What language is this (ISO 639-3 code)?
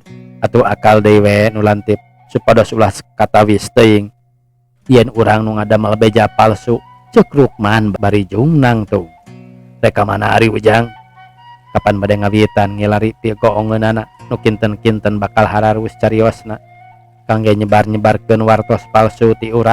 sun